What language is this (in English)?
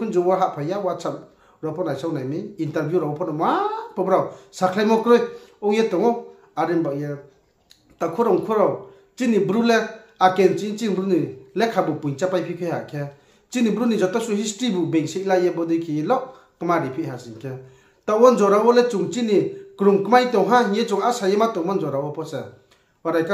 Riang (India)